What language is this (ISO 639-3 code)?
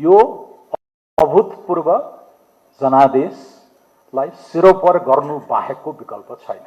nep